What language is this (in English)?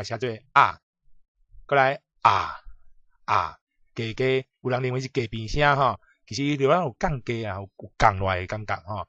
Min Nan Chinese